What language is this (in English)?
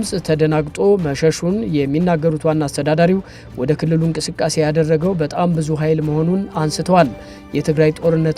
Amharic